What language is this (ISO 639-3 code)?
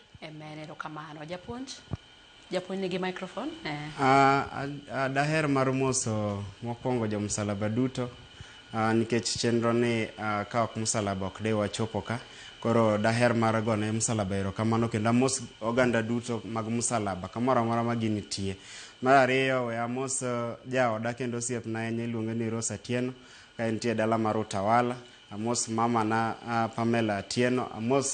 luo